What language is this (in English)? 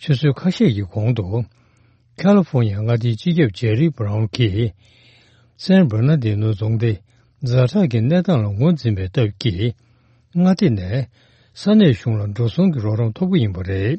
Tibetan